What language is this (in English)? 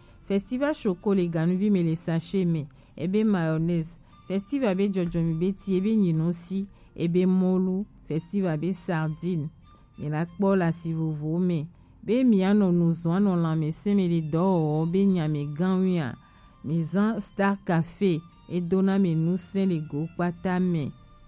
Gen